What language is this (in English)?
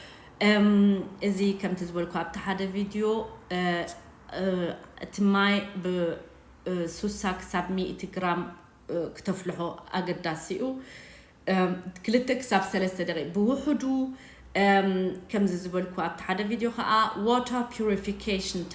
Tigrinya